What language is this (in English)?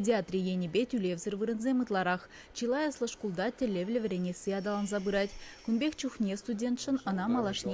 Chuvash